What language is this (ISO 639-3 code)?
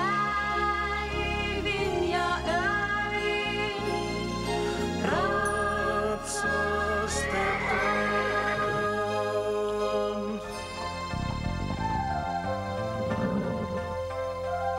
fin